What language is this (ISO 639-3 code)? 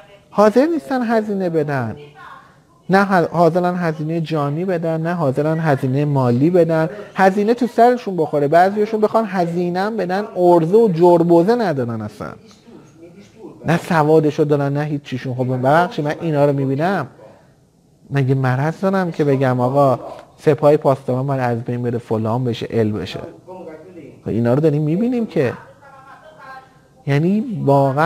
fas